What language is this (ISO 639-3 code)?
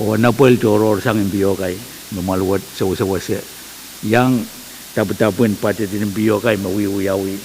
pon